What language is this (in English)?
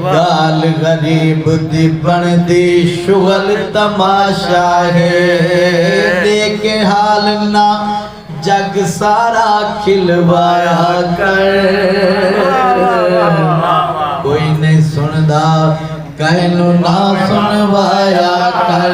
Saraiki